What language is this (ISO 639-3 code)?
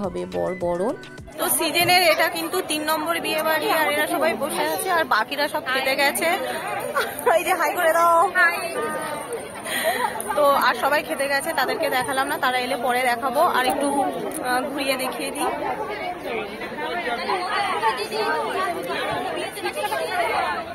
ben